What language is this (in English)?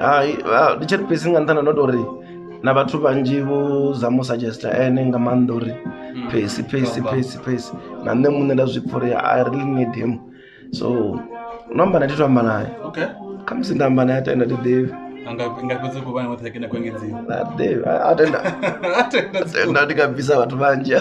Venda